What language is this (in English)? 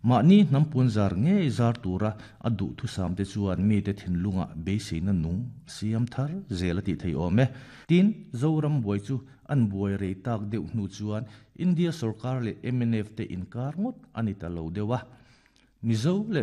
Mizo